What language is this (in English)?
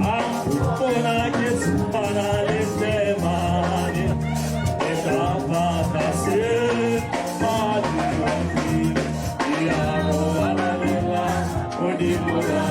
Tswana